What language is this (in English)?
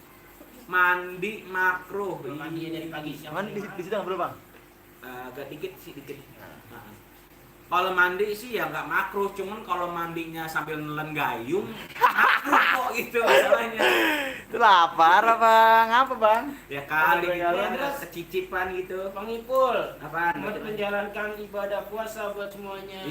Betawi